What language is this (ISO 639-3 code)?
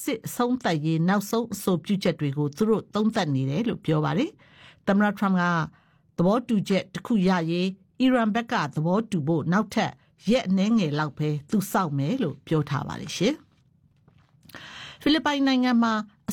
mya